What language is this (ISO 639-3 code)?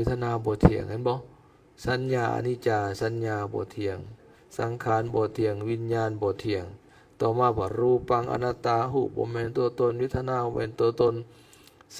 lao